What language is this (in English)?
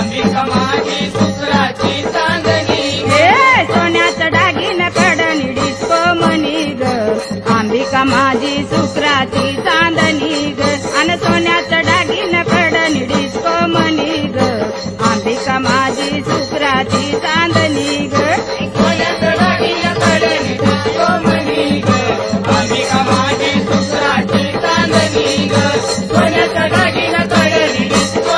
Marathi